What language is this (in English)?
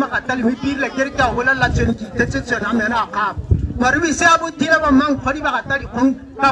Tswana